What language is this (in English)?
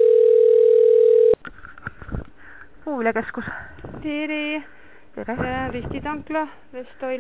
Estonian